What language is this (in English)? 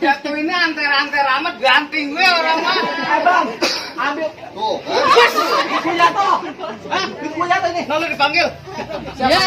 Betawi